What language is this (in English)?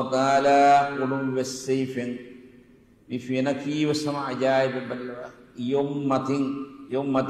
Divehi